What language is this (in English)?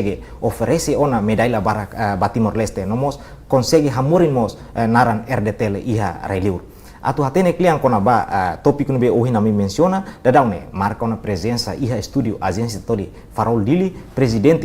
Tetum